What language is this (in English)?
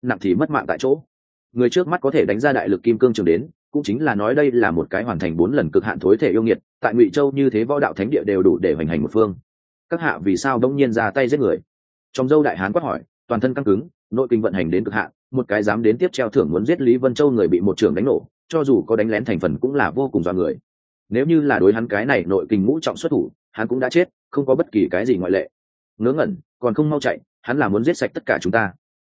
Vietnamese